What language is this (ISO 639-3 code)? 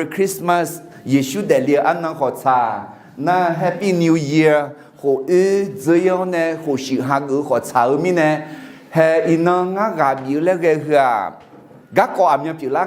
ahk